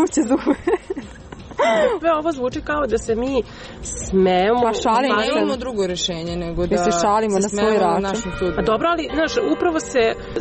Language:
Croatian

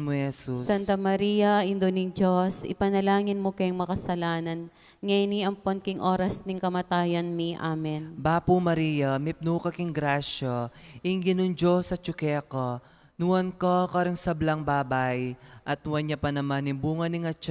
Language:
Pampanga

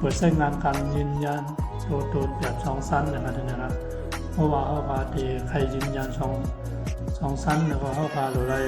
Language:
Shan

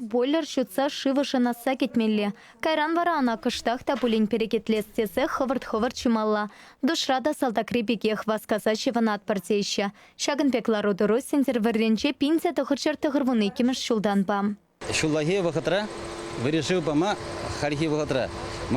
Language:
Chuvash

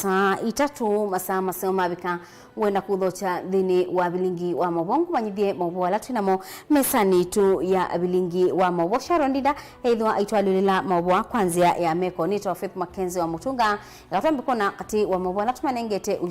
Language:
Kamba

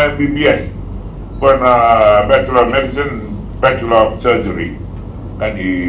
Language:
Fijian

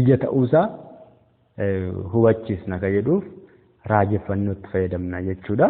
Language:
Oromo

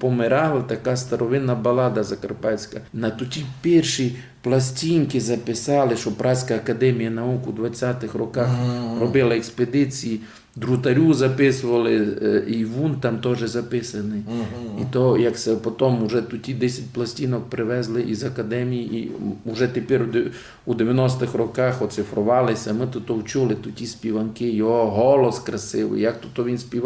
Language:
Rusyn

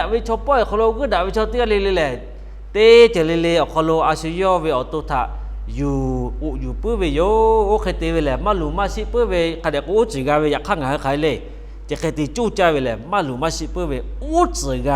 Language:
Lahu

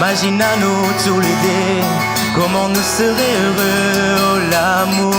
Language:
Réunion Creole French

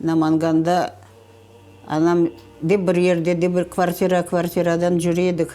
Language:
Crimean Tatar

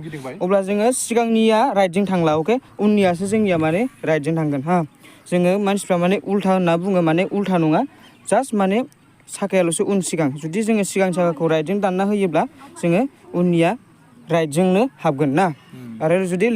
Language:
Bodo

